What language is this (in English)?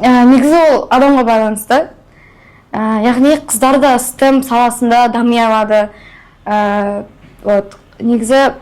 Kazakh